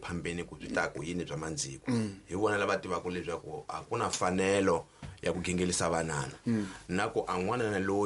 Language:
Tsonga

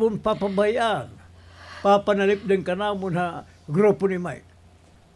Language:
Waray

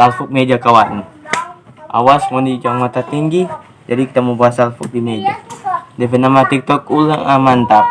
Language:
Manado Malay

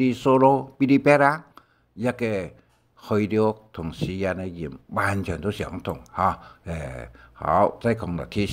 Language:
Hakka Chinese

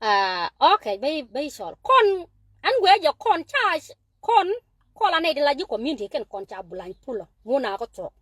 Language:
Nuer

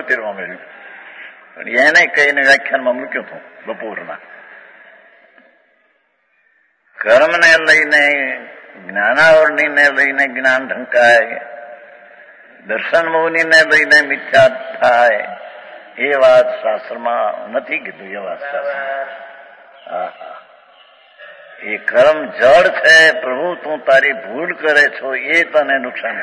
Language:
Gujarati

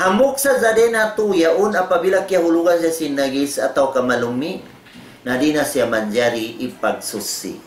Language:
Tausug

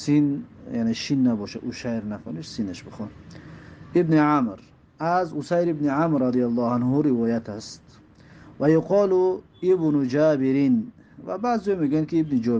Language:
Tajik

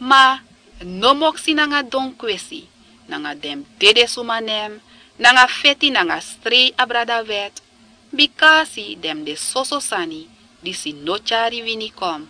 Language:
Sranan Tongo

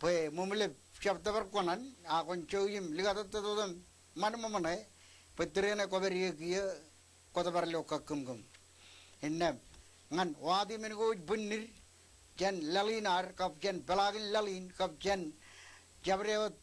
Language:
Marshallese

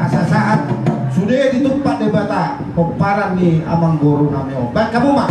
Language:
Batak Toba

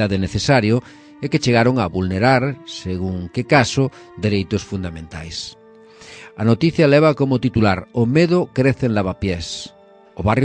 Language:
Galician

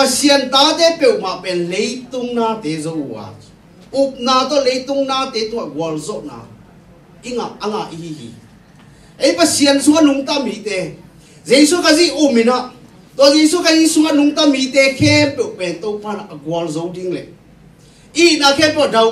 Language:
Tedim Chin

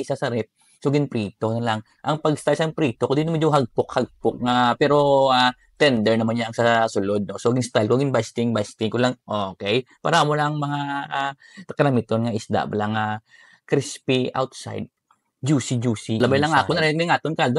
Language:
Hiligaynon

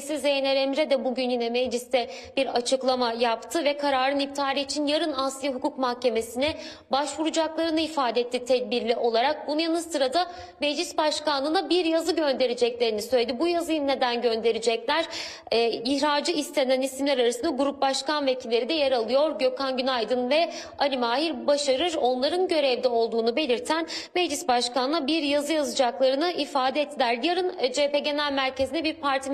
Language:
Turkish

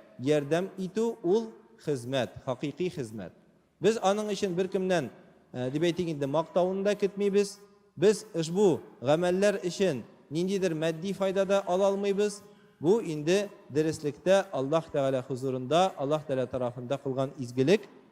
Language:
Tatar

